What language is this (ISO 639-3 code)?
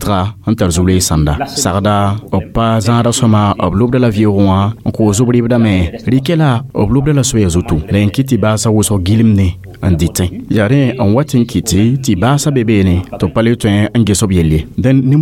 mos